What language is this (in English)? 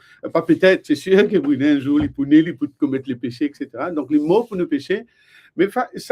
Morisyen